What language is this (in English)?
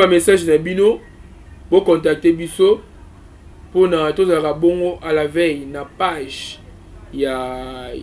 Lingala